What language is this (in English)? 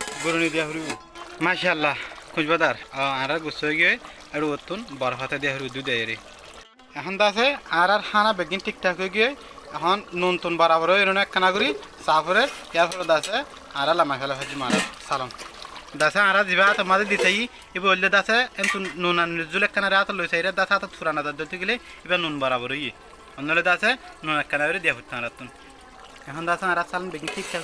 Rohingya